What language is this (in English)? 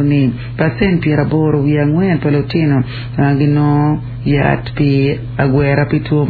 Acoli